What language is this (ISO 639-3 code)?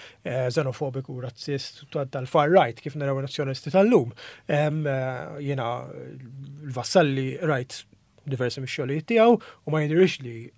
mlt